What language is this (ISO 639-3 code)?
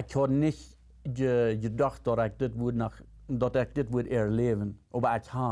pdt